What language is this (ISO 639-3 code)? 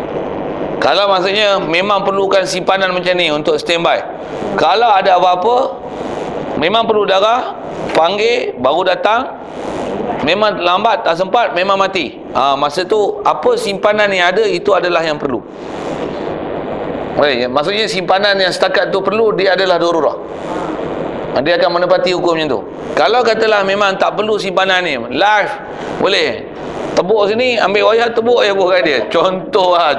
msa